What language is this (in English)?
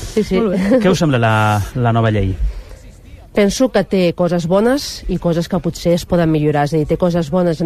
Catalan